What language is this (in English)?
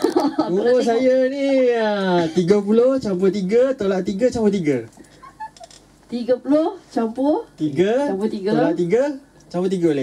Malay